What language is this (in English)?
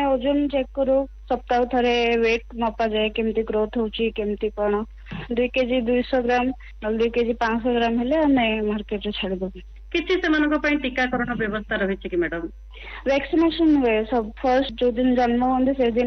Odia